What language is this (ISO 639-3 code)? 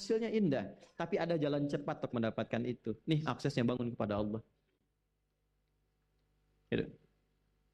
ind